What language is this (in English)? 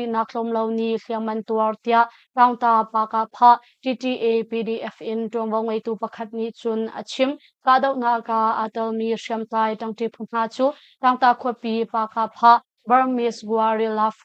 Hakha Chin